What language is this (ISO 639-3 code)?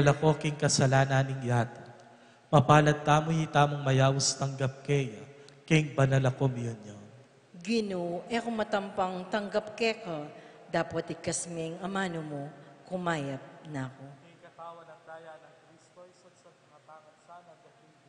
pam